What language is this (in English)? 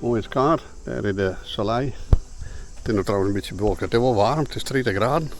Western Frisian